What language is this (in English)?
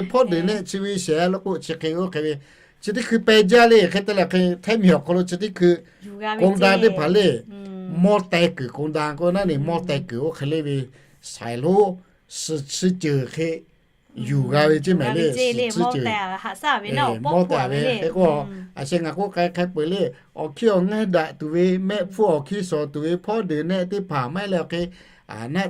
Lahu